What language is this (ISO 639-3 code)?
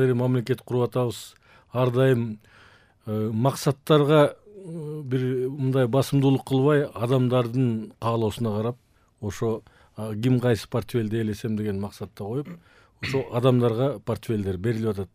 kir